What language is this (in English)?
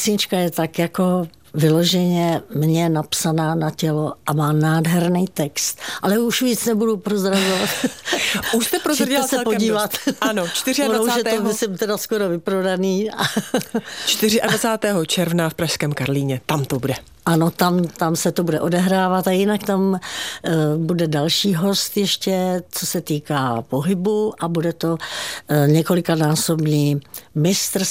Czech